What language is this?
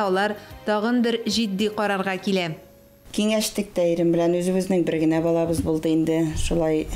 Tatar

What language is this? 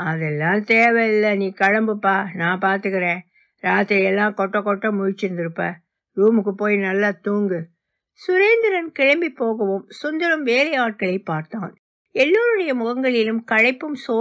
Tamil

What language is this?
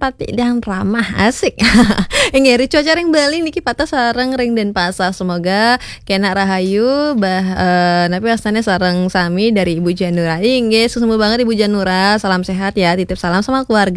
Balinese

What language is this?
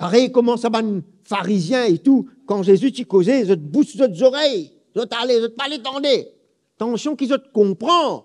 Morisyen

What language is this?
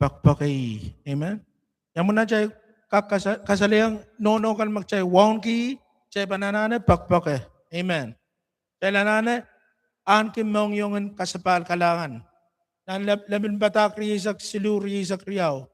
Pohnpeian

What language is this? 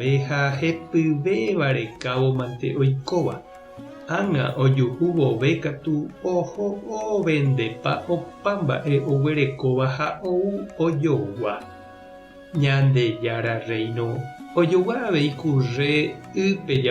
Guarani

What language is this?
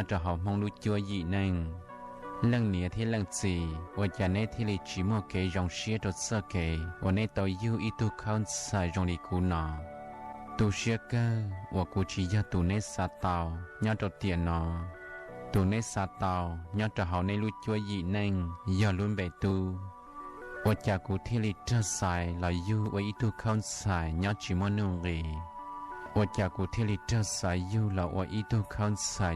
Hmong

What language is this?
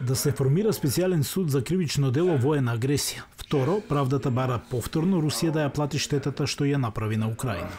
Macedonian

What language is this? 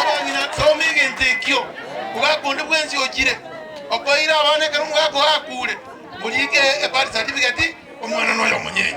Gusii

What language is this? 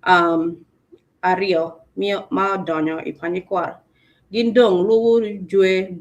Acoli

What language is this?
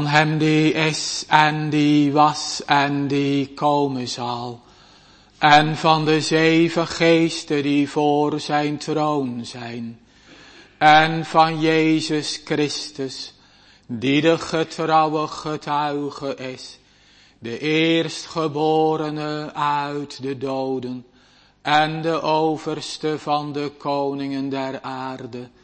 Dutch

